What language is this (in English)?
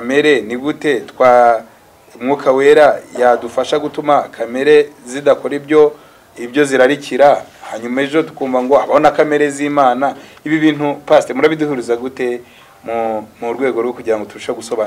Kinyarwanda